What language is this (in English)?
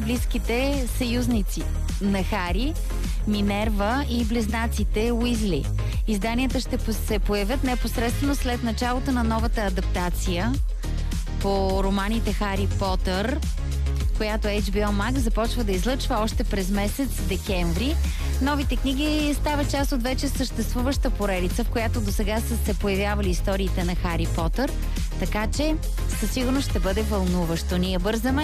Bulgarian